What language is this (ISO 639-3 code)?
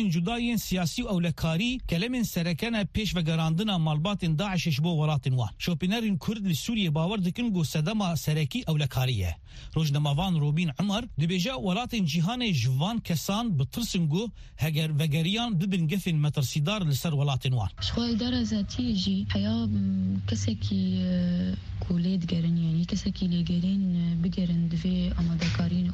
kur